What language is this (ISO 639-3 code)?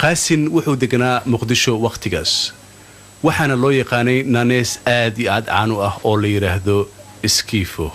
som